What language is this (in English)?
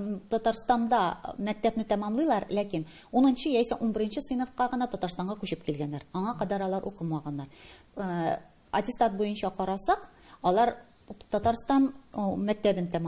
Tatar